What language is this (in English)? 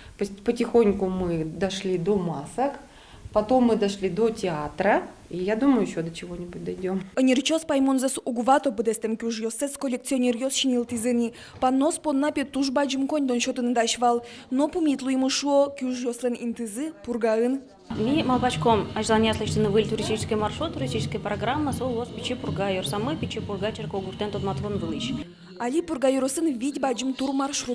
Udmurt